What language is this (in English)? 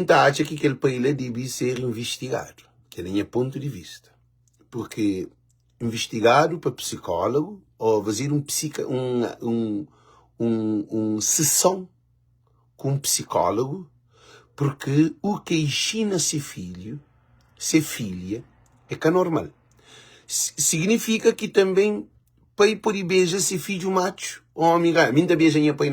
Kabuverdianu